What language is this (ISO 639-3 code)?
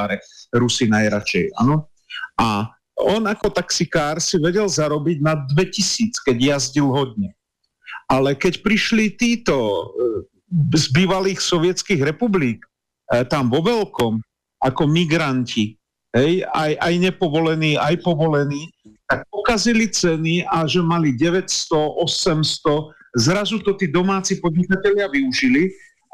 slk